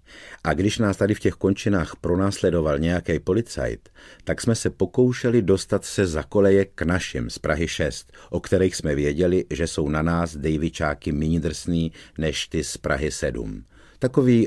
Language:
Czech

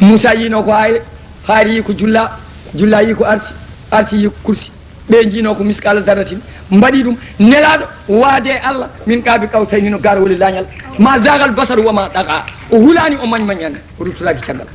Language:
Fula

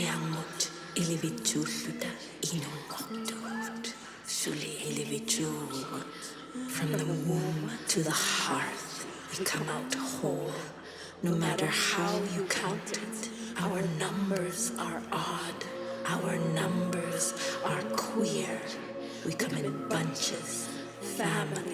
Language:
Inuktitut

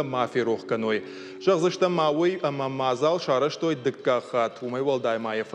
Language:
Ossetic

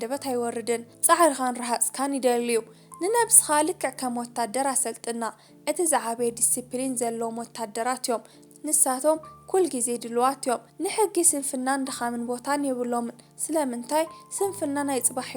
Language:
Tigrinya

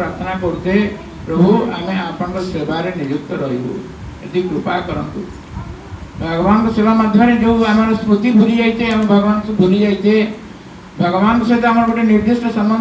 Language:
Odia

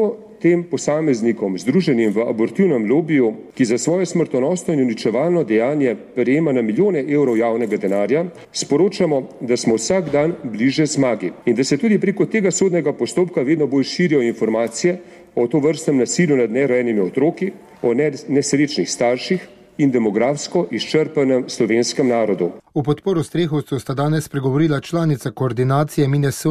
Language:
Slovenian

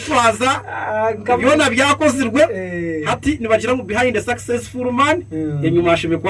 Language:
Nyankole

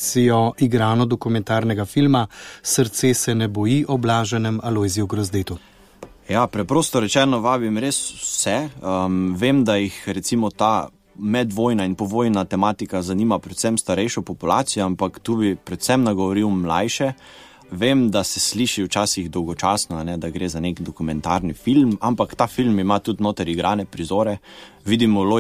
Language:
Slovenian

